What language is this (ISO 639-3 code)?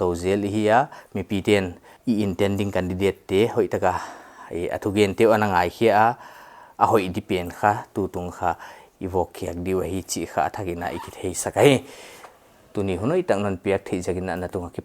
pck